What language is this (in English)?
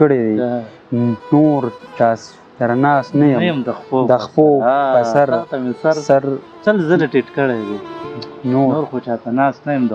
Pashto